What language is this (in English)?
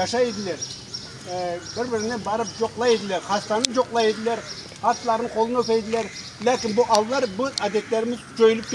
Crimean Tatar